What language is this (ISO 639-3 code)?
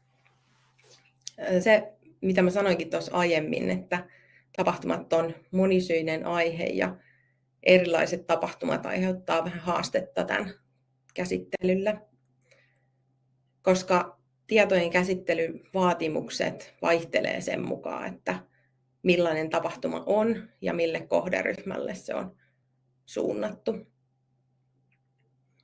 fin